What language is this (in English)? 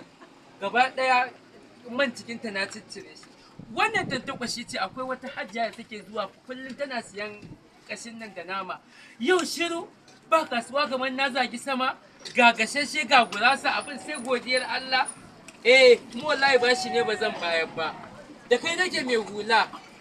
Hausa